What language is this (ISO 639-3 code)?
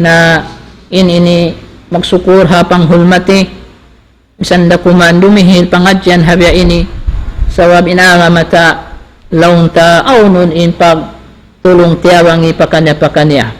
tsg